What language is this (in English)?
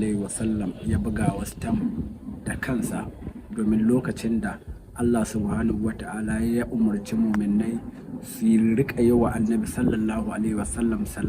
Hausa